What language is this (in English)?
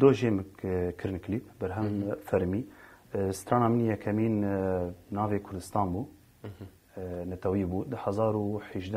Kurdish